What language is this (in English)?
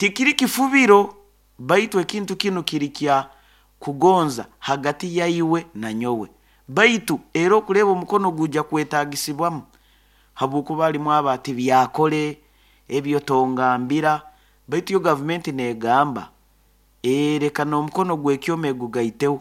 Nyoro